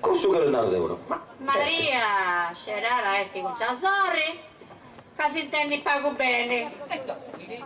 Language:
Sardinian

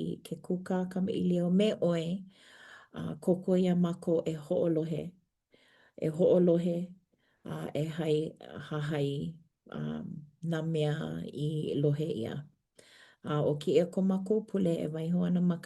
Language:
Hawaiian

